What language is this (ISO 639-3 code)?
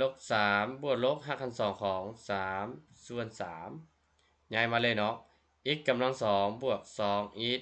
lao